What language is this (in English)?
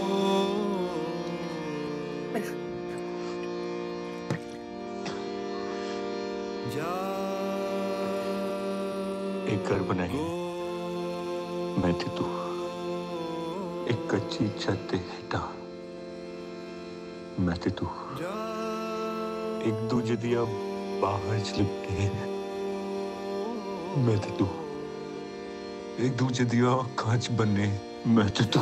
Hindi